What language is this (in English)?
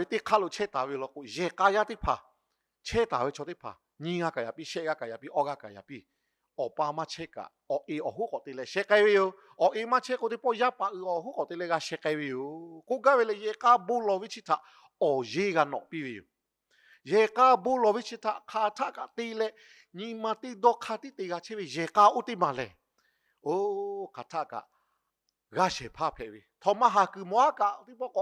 Lahu